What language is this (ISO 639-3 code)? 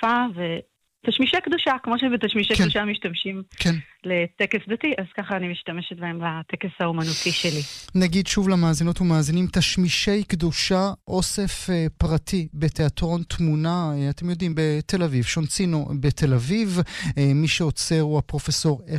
heb